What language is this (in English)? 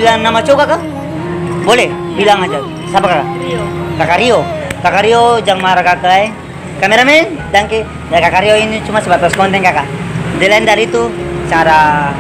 Ambonese Malay